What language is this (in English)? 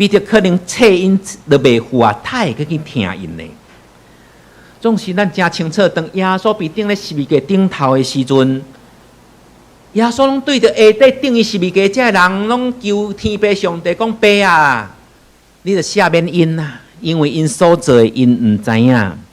Min Nan Chinese